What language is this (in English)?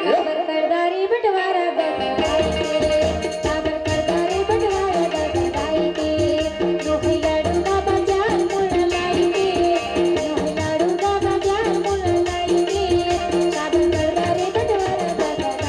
Chhattisgarhi